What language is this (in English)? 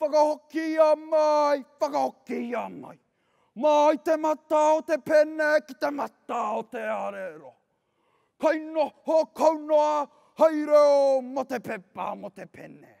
Māori